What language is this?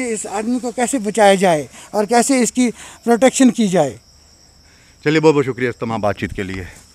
Hindi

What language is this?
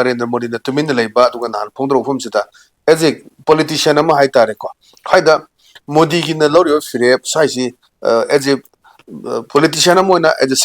Manipuri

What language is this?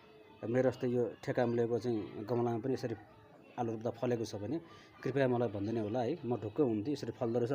Nepali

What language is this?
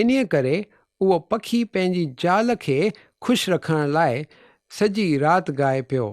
Sindhi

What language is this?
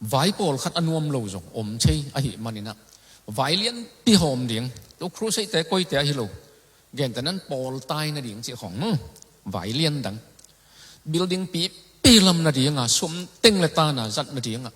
Tedim Chin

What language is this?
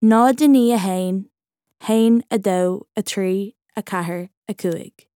Irish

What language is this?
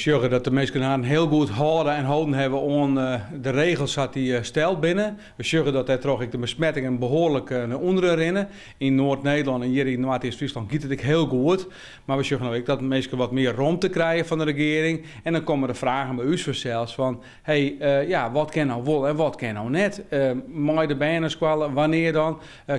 Western Frisian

